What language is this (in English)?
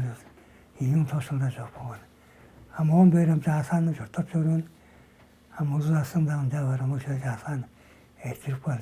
Tuvinian